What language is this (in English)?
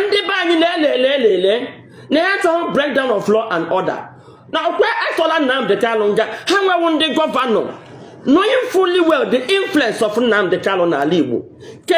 Igbo